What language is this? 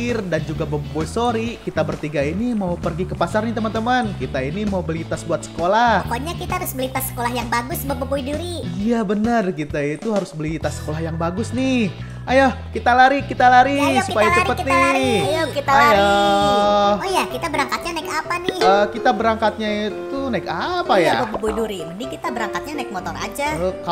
Indonesian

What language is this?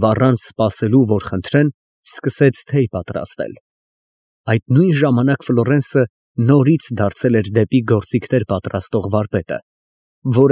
Armenian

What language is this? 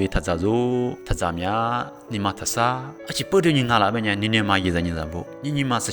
Lisu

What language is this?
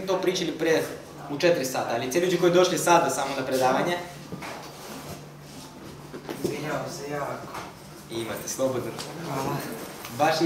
Serbian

